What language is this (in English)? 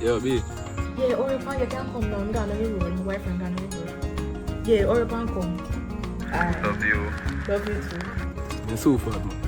Jamaican Creole English